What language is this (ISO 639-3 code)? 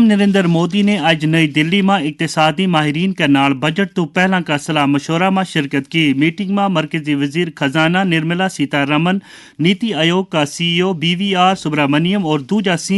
gju